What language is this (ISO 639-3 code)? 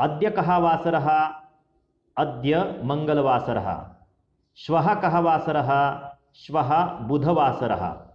san